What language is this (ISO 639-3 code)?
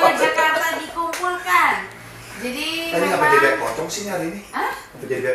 bew